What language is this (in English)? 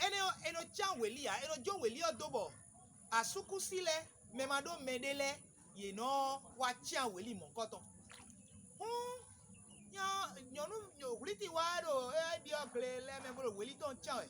Fon